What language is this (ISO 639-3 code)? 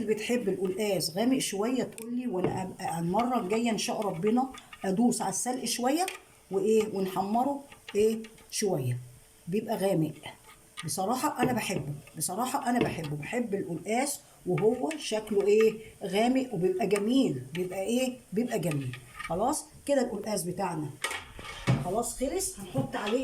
arz